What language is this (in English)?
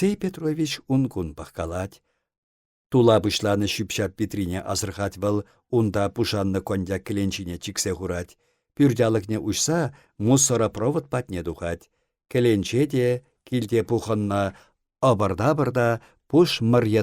Chuvash